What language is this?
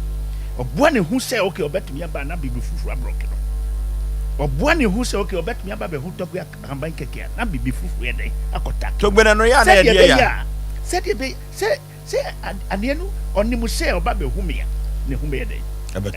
Akan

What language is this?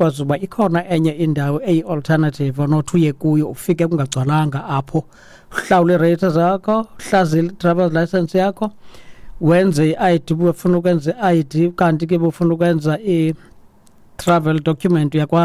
Xhosa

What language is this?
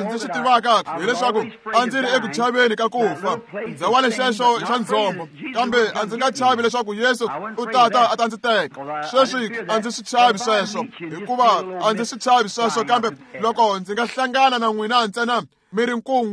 Tsonga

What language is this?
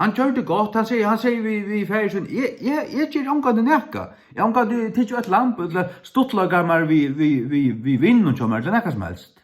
Faroese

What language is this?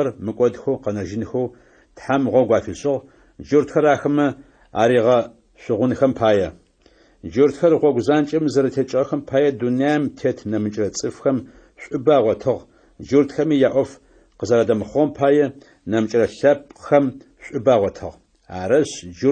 Adyghe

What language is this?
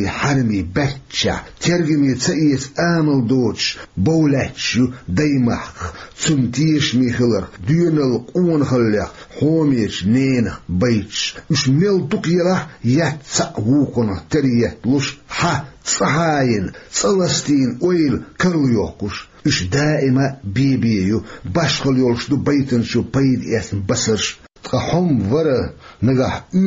Chechen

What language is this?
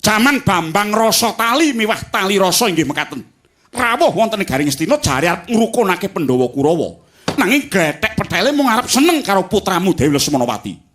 Javanese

